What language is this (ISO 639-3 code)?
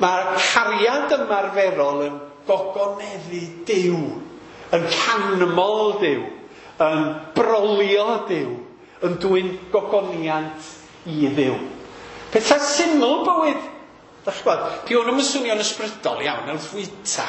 cym